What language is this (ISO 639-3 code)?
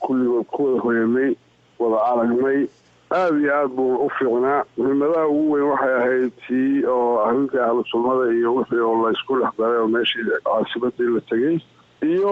som